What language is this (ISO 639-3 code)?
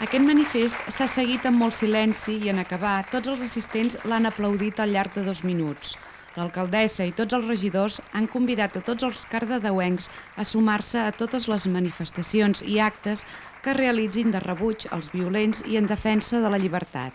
cat